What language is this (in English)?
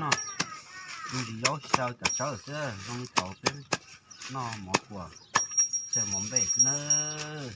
Hmong